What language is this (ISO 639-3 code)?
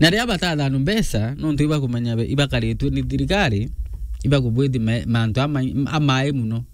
mer